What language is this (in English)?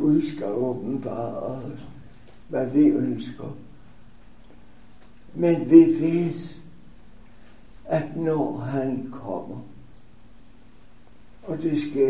Danish